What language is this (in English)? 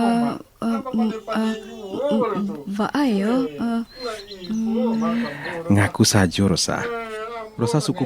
Minangkabau